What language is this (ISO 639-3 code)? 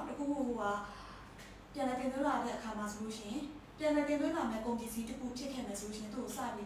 mya